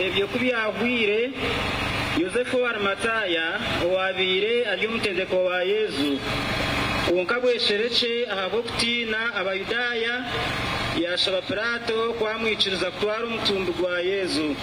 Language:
Nyankole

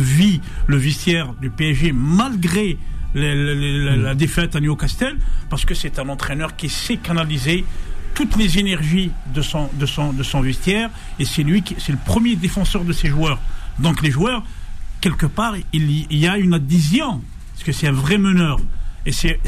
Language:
French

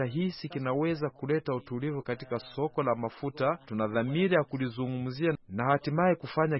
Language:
Swahili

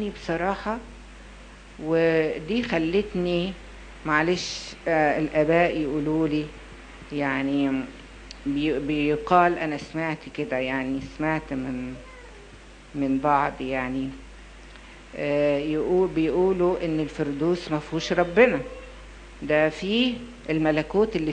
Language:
Egyptian Arabic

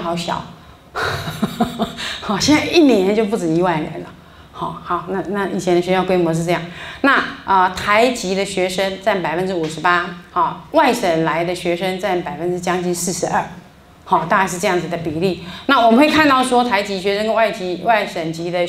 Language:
Chinese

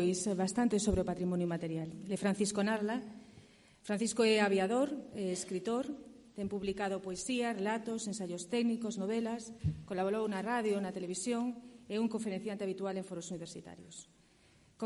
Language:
Galician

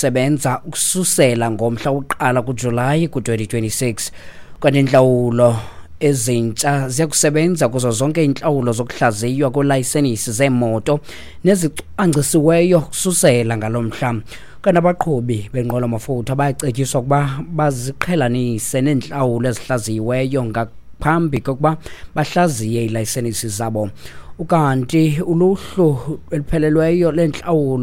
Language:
Xhosa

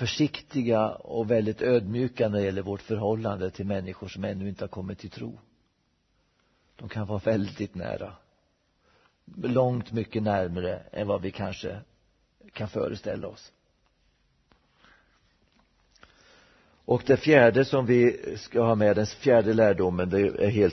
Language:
Swedish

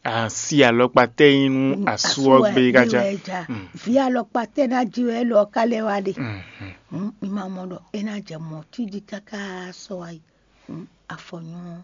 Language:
Fon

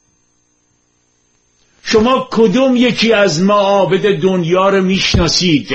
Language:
Persian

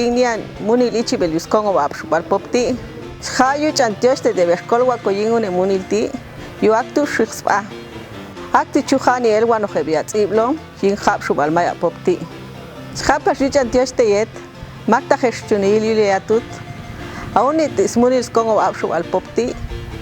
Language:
Popti'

